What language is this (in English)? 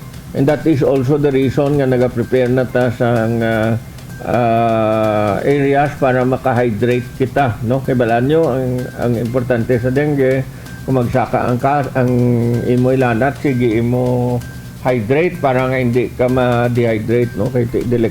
Hiligaynon